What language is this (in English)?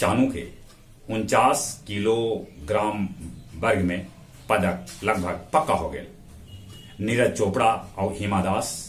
Magahi